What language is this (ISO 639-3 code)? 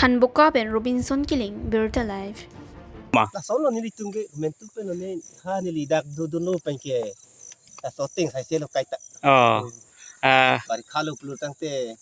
mjw